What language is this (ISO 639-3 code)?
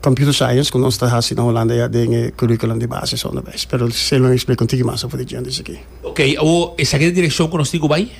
pap